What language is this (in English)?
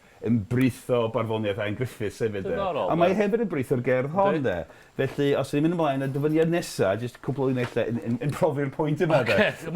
Welsh